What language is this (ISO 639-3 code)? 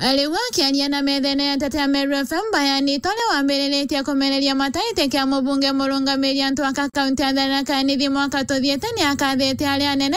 mer